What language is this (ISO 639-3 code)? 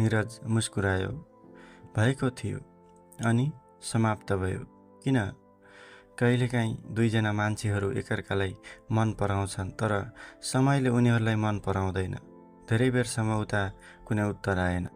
nep